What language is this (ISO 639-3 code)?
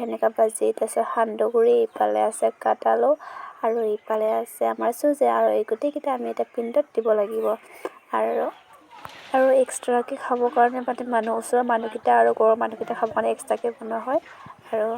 asm